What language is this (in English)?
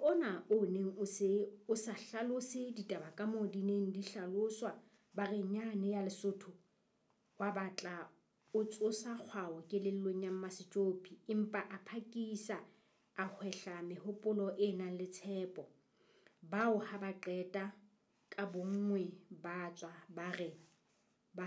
Southern Sotho